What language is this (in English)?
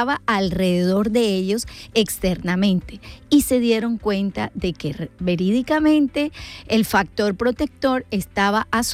Spanish